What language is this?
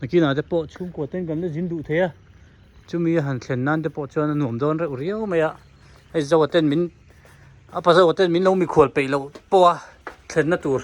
Hmar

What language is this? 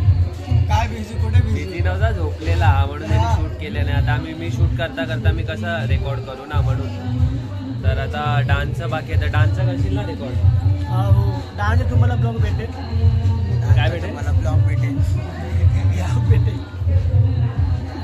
Marathi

